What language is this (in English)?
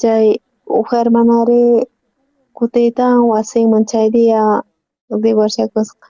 South Bolivian Quechua